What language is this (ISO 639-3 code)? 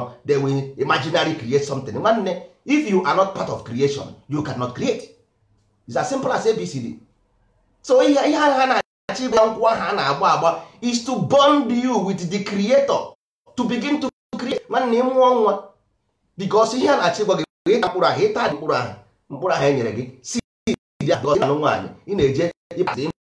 ibo